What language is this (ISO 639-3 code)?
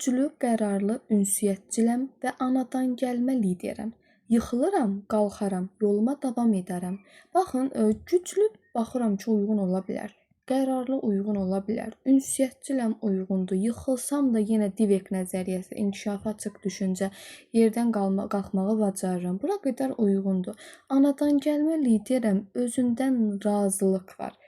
aze